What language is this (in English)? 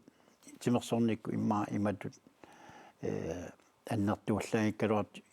Kalaallisut